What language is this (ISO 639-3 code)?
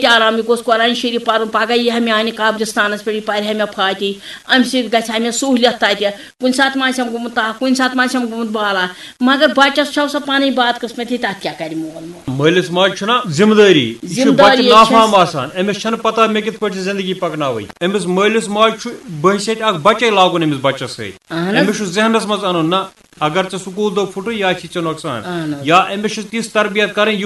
kas